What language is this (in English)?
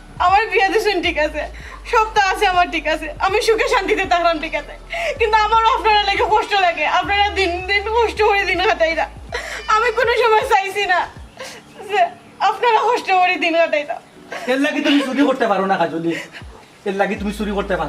Sylheti